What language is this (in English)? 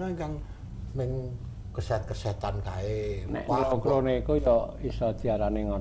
Javanese